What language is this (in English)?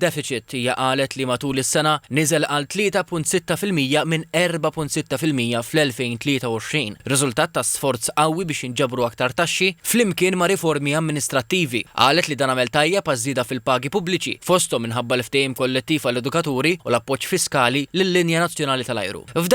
Maltese